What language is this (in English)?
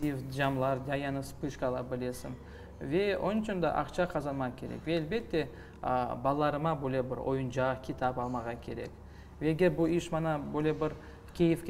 Crimean Tatar